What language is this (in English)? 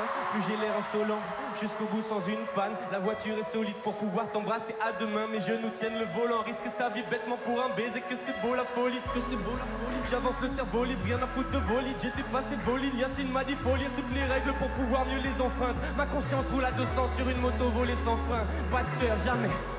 French